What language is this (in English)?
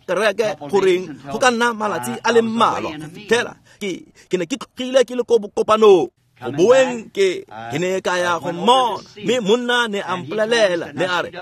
Tswana